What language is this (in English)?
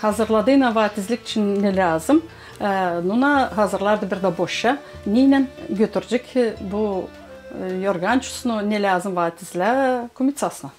Gagauz